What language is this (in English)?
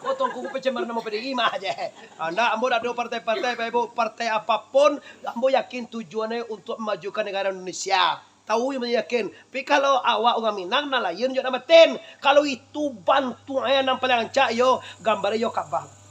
Minangkabau